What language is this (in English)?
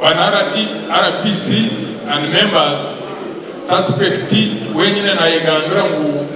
Nyankole